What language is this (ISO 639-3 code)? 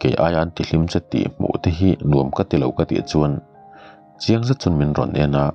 lus